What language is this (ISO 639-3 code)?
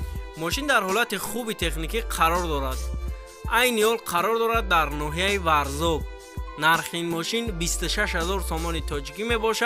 tgk